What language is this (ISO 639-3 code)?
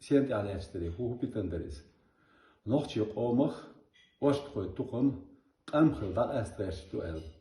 che